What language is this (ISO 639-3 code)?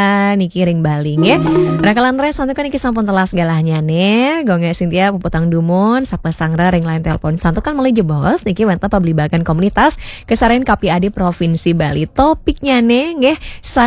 ban